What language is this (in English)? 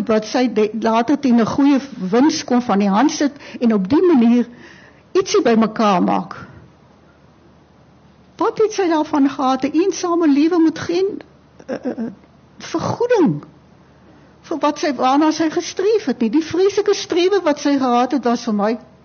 Afrikaans